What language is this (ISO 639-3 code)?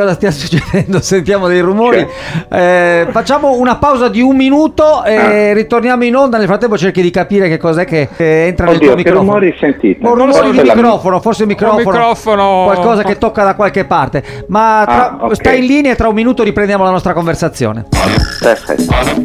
ita